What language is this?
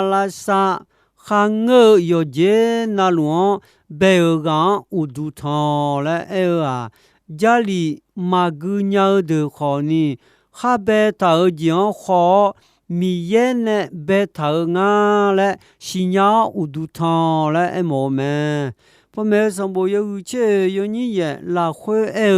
Akha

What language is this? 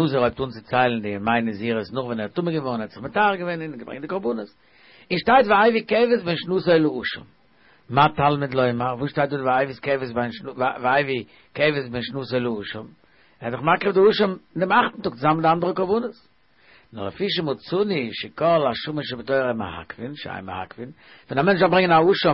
Yiddish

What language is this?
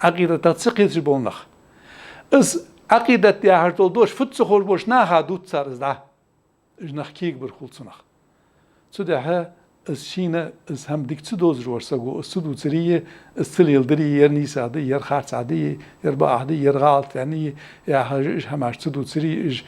Ingush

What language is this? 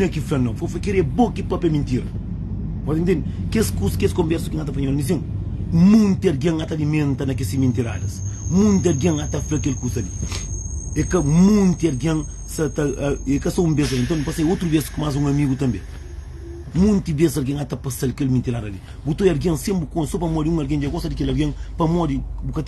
Kabuverdianu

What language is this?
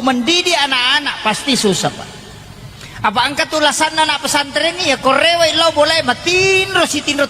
Buginese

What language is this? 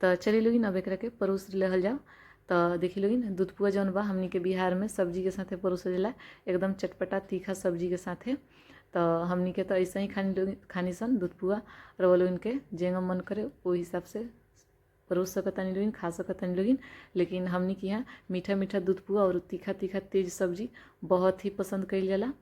Bhojpuri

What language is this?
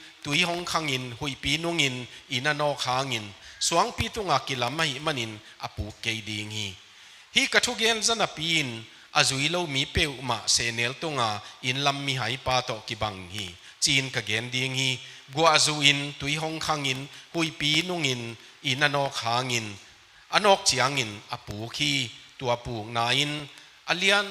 Tedim Chin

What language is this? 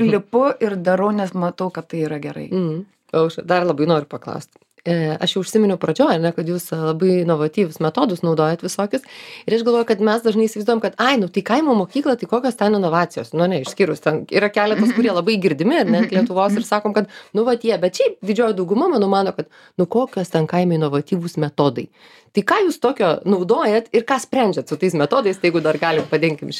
Lithuanian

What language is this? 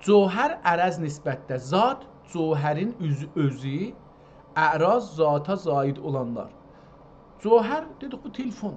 South Azerbaijani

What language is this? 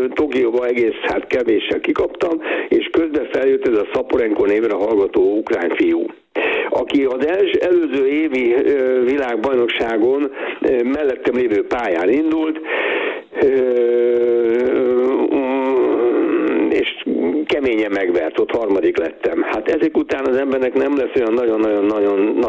Hungarian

